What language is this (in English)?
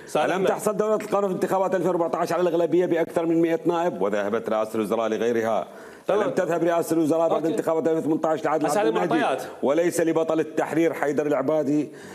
Mesopotamian Arabic